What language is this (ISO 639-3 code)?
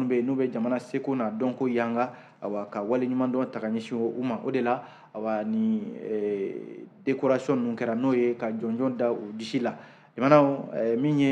bam